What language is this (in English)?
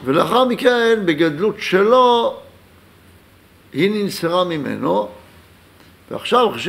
Hebrew